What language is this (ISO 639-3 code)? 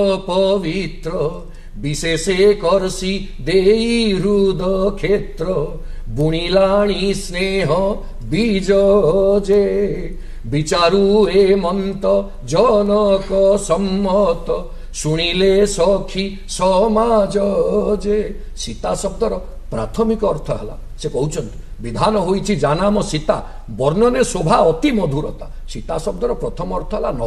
ori